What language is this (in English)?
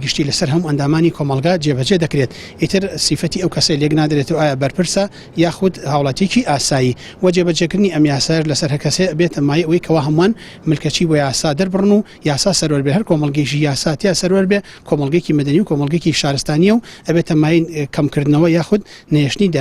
Central Kurdish